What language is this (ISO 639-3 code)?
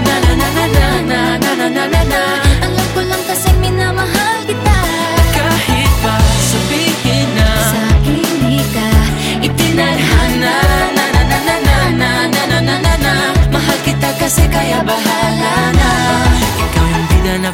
fil